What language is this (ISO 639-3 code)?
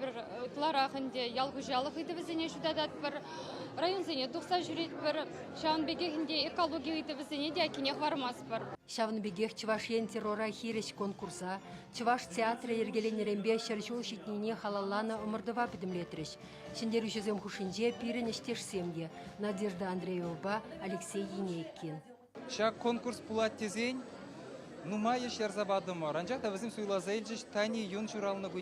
chv